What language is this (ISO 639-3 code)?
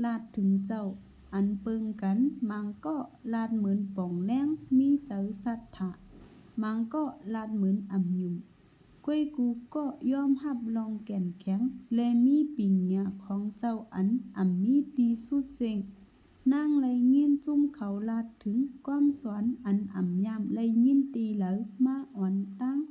shn